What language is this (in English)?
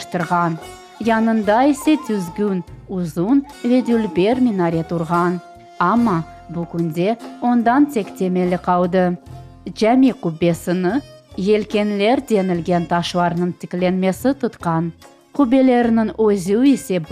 Crimean Tatar